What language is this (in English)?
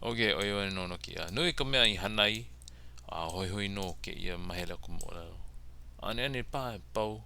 Hawaiian